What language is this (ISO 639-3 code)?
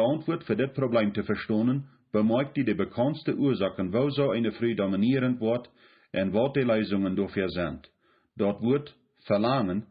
pdt